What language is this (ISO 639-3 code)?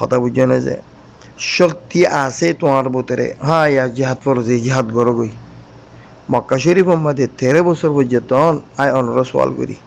rhg